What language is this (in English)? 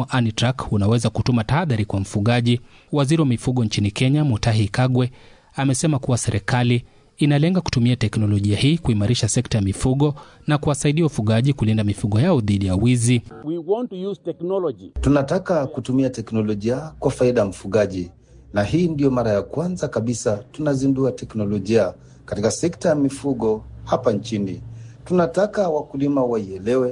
Swahili